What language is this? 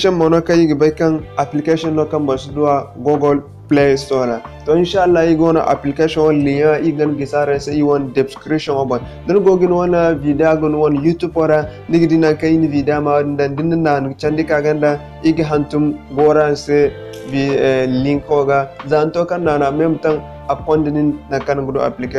Zarma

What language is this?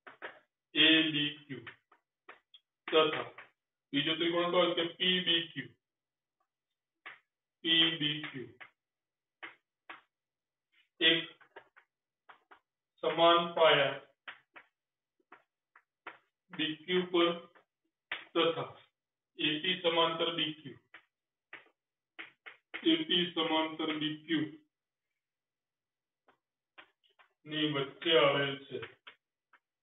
Gujarati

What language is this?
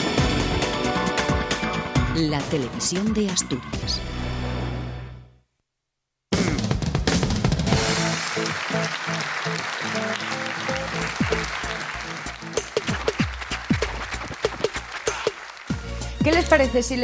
Spanish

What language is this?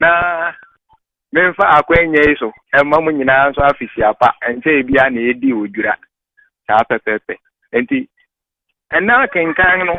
Akan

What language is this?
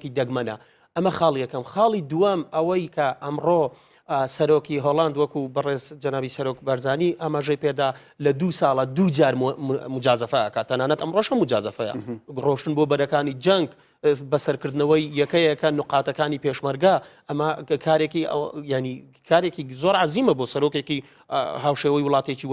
Central Kurdish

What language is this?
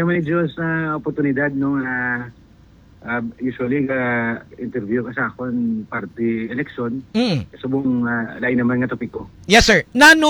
Hiligaynon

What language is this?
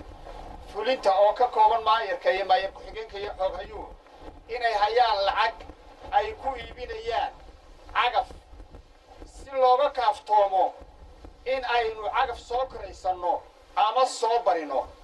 Somali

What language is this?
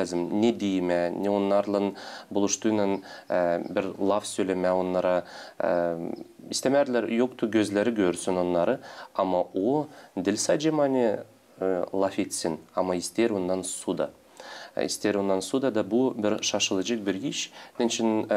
Gagauz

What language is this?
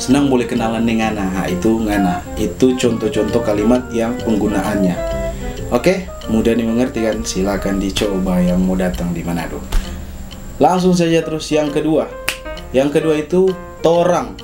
Manado Malay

